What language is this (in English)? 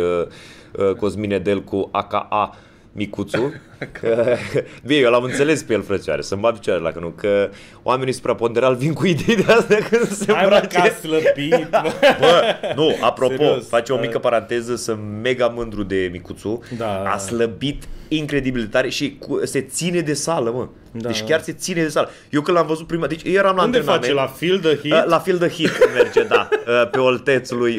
Romanian